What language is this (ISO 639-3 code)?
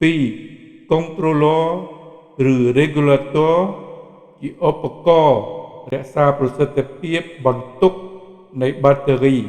khm